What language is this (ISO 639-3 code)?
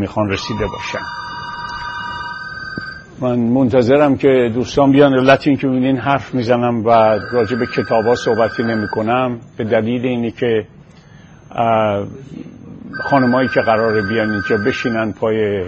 fas